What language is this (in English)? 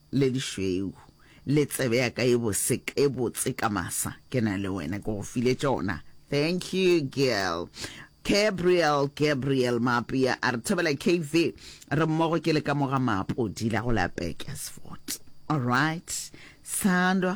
Northern Sotho